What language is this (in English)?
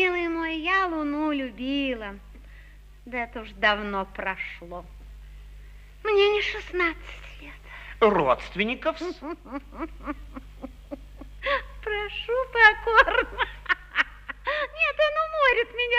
Russian